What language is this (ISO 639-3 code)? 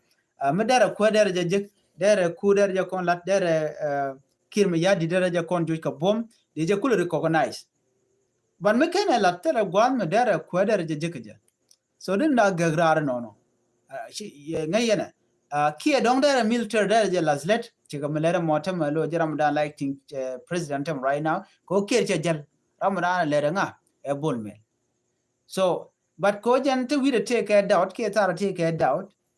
nus